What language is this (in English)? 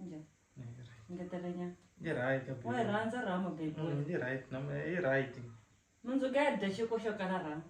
Tsonga